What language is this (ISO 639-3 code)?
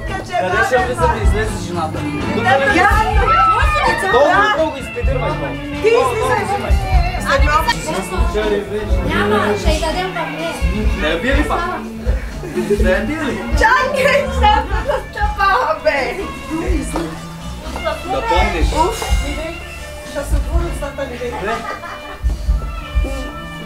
bul